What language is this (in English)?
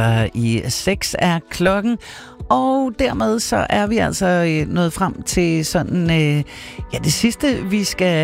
Danish